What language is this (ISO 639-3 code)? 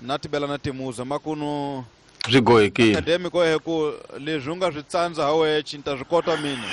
tso